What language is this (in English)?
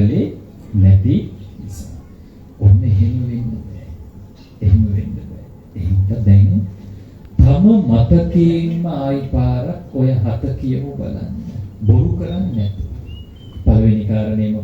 Sinhala